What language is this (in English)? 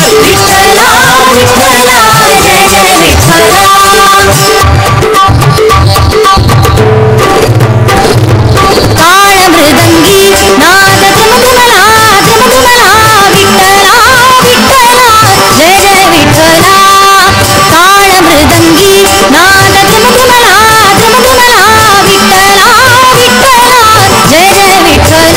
Marathi